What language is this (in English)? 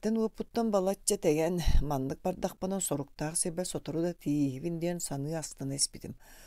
Yakut